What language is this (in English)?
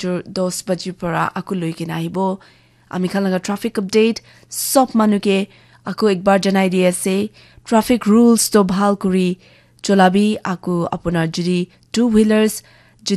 Naga Pidgin